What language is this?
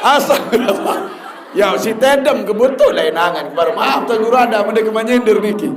Sasak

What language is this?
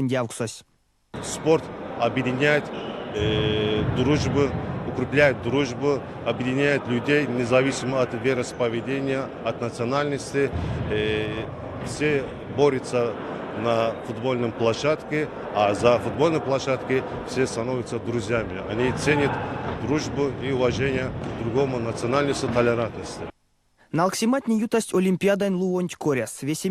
Erzya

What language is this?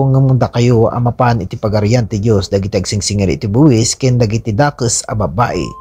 Iloko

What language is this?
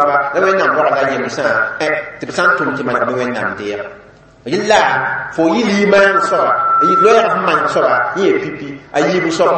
Mossi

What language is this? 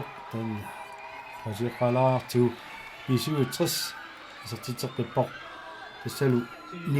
Kalaallisut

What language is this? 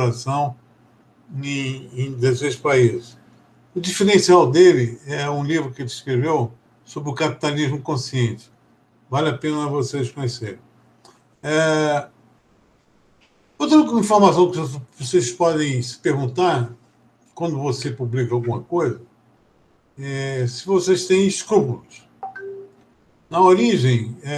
Portuguese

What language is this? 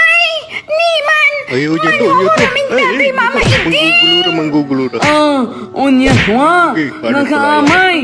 Pangasinan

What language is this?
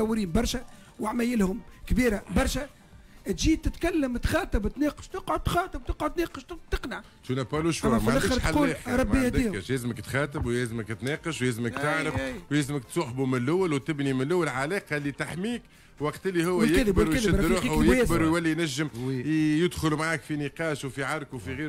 Tunisian Arabic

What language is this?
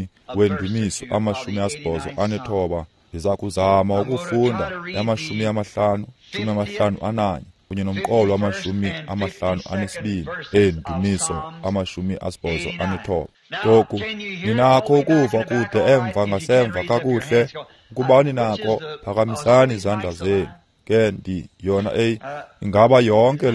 Xhosa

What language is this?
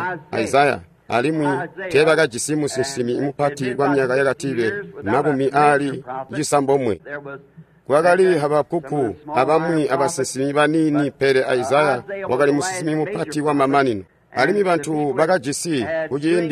Tonga (Zambia)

